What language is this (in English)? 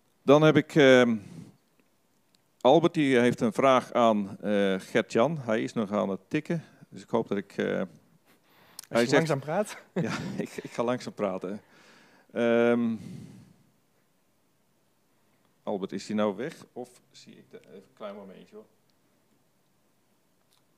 Dutch